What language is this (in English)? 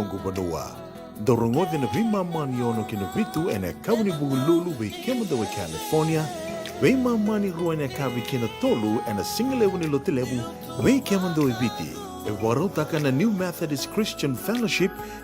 Fijian